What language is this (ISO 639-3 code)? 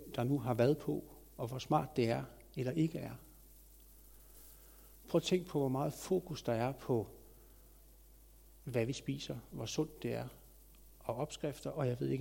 dan